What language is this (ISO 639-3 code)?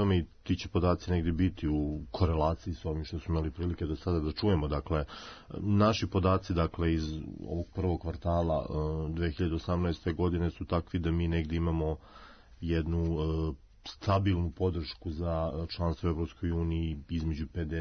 srp